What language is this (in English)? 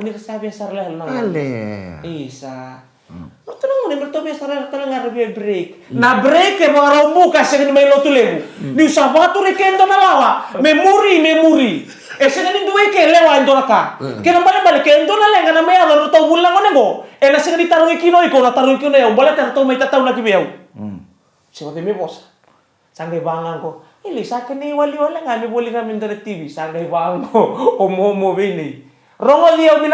Fijian